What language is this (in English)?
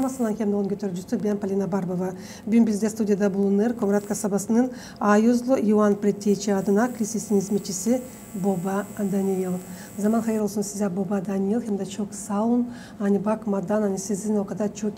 Gagauz